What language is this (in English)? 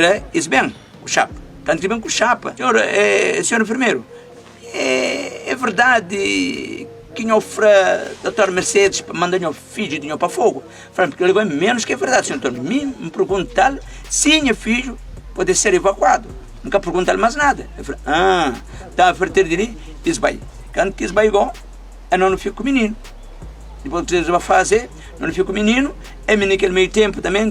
Kabuverdianu